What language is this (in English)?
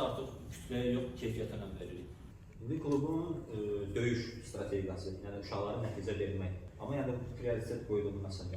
Azerbaijani